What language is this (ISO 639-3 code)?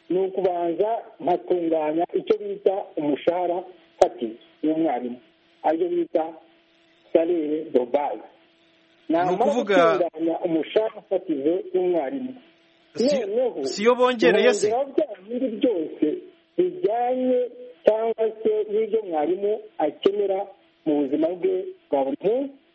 kin